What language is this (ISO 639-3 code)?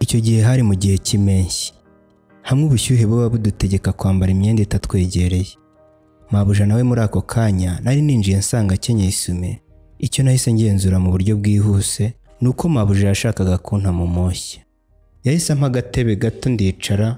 kin